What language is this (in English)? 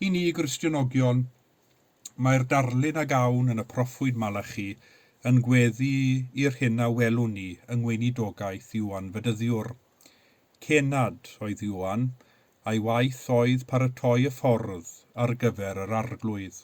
Welsh